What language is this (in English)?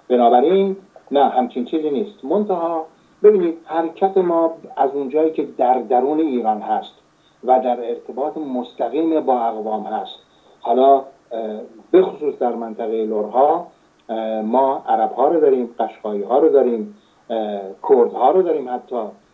Persian